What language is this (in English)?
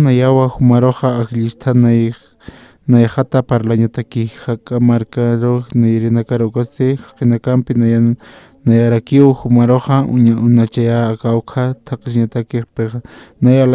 Aymara